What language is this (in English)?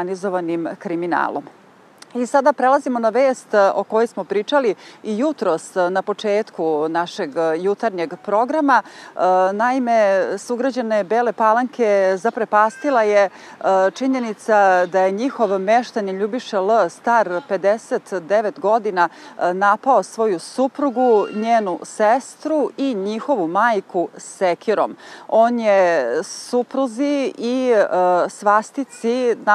Serbian